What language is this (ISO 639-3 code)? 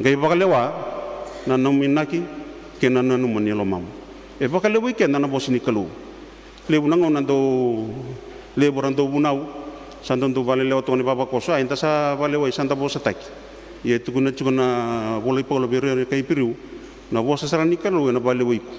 fij